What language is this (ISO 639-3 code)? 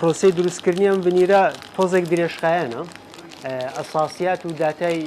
ckb